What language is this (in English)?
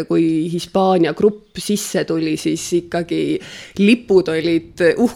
Estonian